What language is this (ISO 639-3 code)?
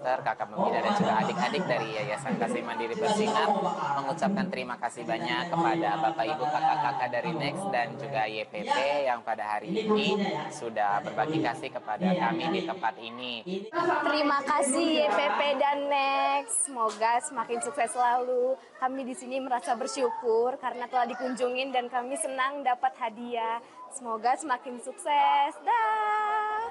ind